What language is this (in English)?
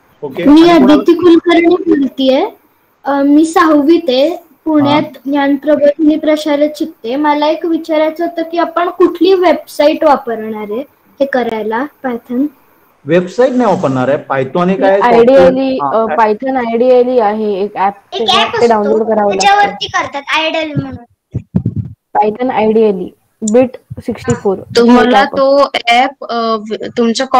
Marathi